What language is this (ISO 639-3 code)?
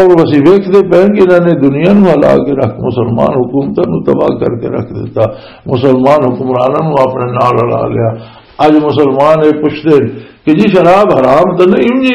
lah